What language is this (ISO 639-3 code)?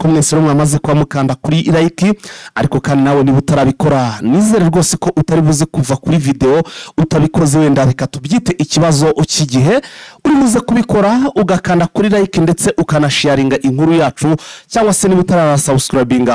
kin